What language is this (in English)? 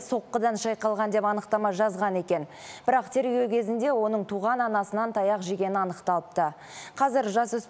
Kazakh